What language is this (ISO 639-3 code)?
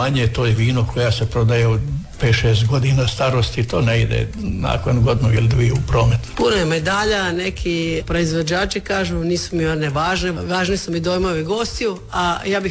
hrv